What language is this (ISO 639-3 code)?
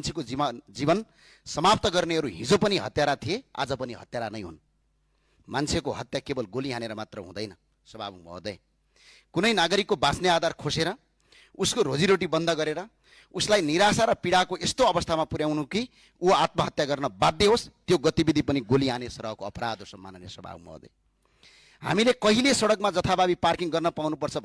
nep